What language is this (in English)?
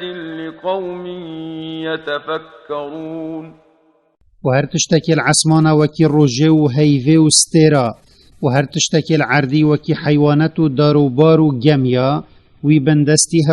Kurdish